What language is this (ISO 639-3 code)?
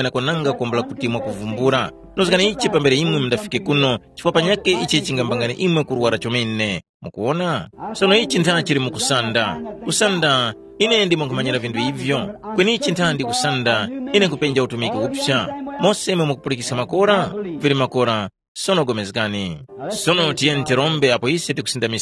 tum